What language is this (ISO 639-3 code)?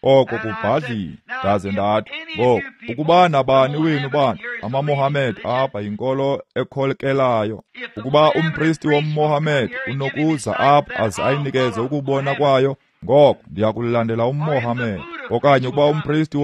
xho